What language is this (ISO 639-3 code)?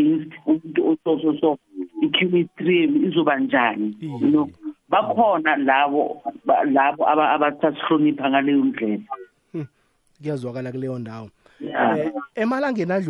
nbl